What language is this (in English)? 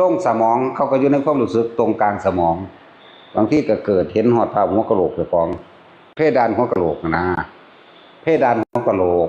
Northeastern Thai